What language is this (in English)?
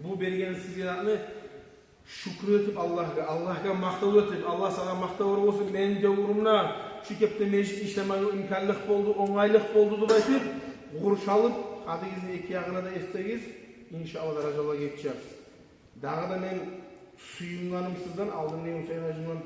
Kumyk